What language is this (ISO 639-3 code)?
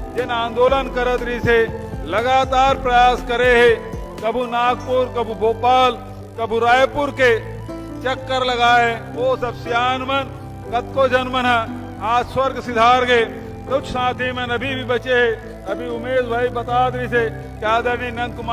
hne